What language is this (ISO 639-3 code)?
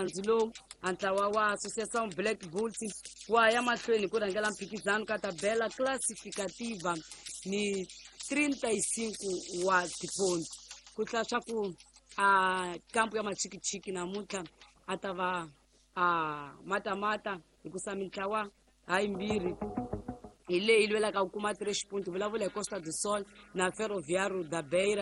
tso